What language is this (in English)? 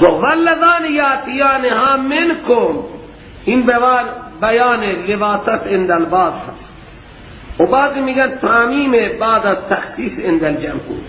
Persian